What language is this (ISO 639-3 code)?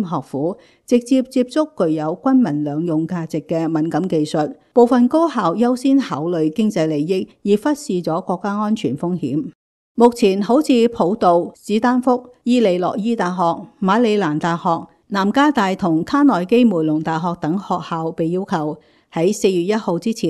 yue